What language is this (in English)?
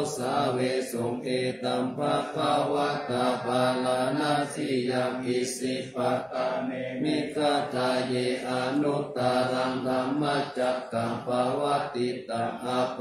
Pali